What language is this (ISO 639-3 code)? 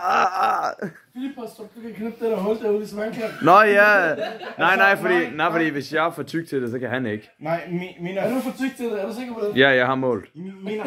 dan